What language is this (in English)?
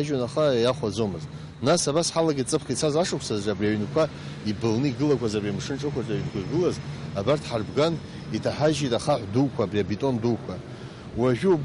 Abkhazian